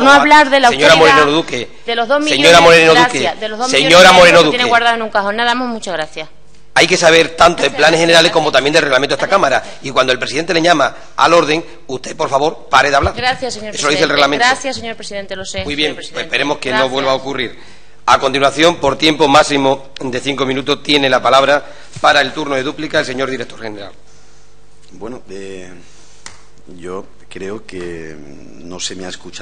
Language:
Spanish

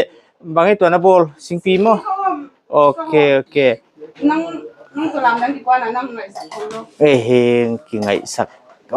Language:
Paite Chin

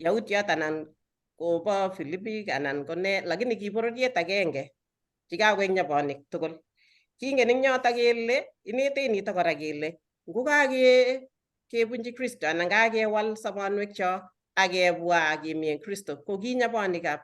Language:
Kalenjin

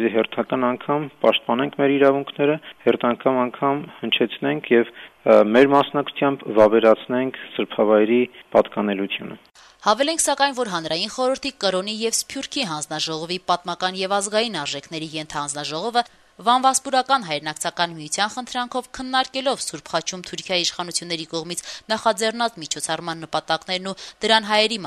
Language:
Armenian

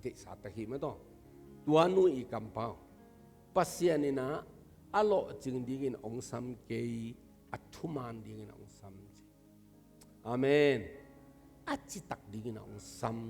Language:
Tedim Chin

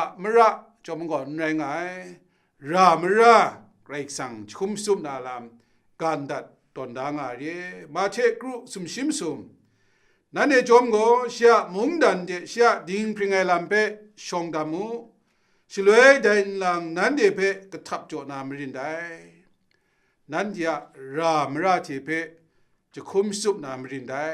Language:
Kachin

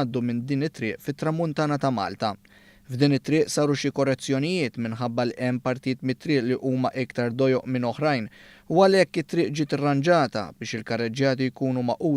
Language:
Maltese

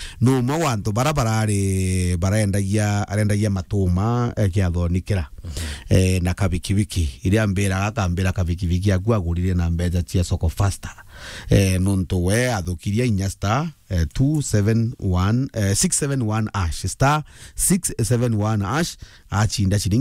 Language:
Meru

